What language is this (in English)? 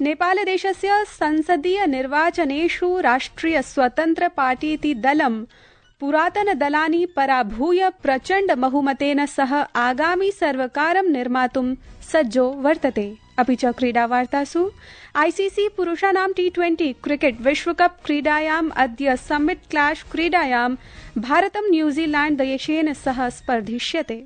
Sanskrit